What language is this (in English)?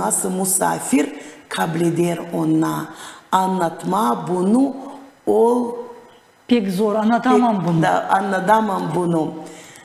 Gagauz